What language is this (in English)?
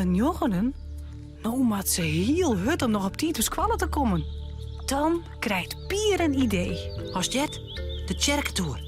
Western Frisian